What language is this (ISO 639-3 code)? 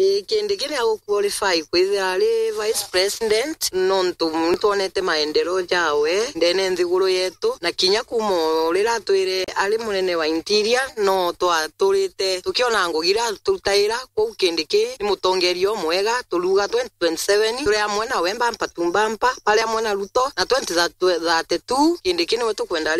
mer